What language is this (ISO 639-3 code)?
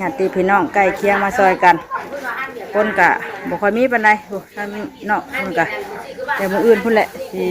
tts